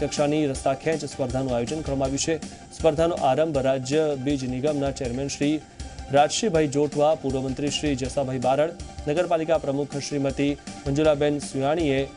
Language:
Gujarati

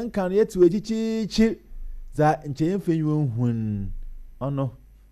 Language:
Akan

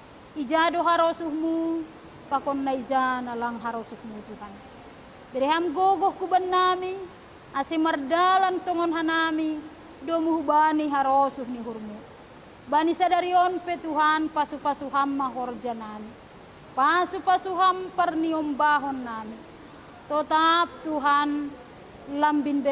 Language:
Batak Simalungun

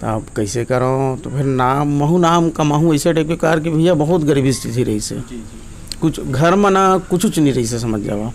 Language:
Chhattisgarhi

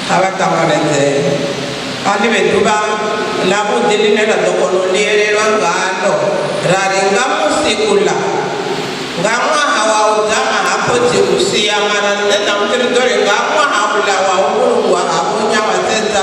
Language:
Venda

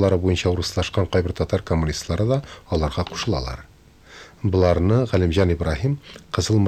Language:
Tatar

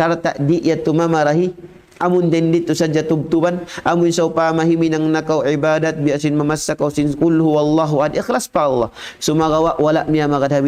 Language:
Tausug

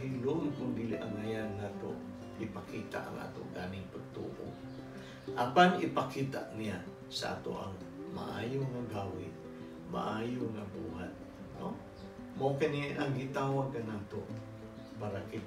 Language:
Cebuano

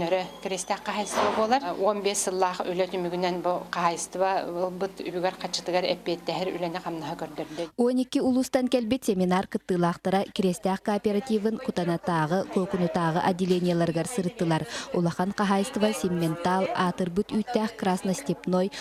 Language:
Yakut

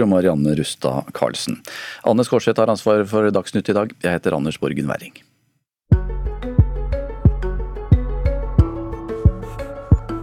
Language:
Norwegian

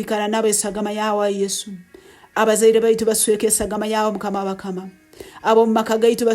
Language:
Nyoro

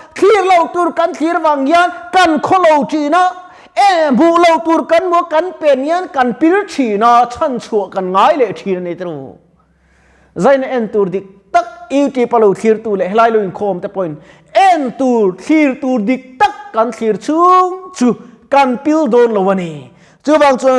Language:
Mizo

